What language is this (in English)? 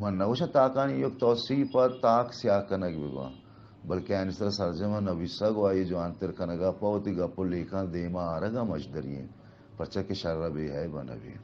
Baluchi